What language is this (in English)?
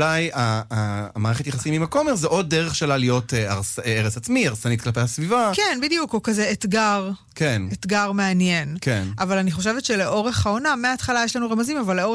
Hebrew